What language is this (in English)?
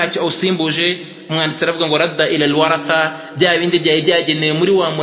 Kinyarwanda